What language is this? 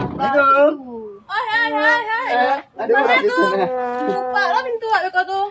Minangkabau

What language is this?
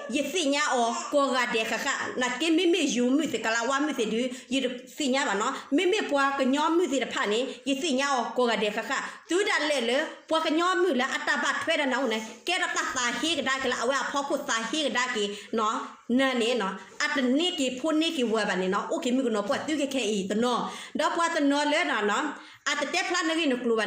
S'gaw Karen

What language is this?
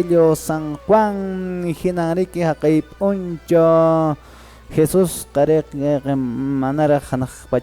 Quechua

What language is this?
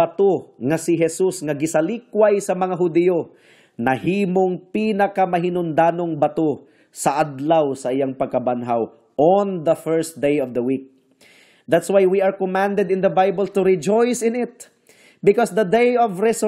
Cebuano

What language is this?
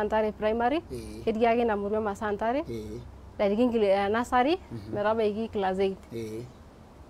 Masai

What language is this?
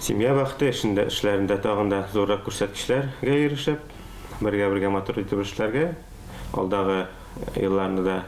Tatar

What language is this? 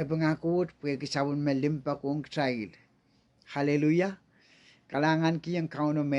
Pohnpeian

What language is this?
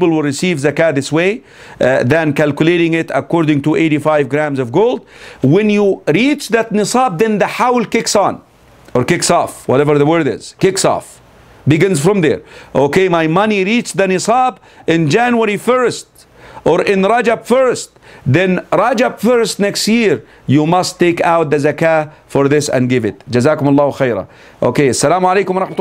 English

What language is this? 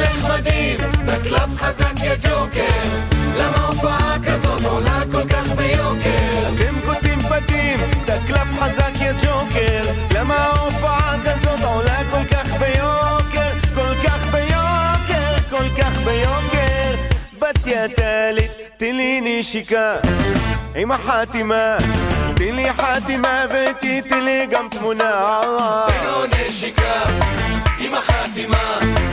Hebrew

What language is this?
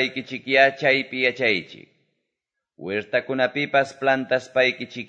Quechua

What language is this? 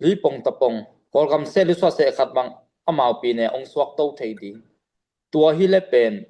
Tedim Chin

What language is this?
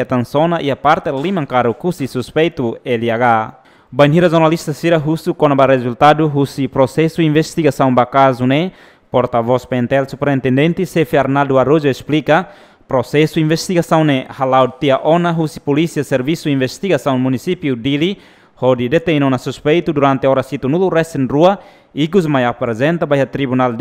Tetum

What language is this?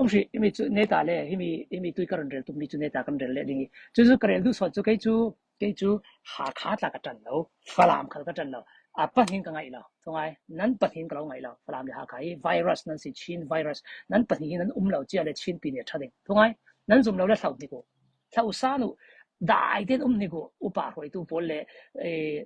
Falam Chin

